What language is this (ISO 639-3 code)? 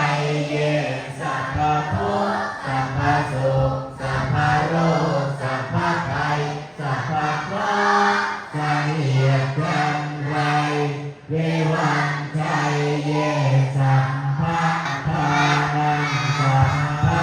pli